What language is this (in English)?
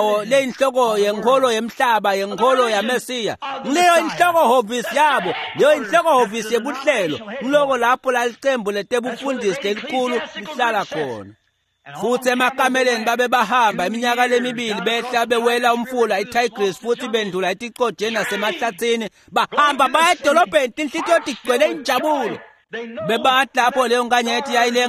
Swati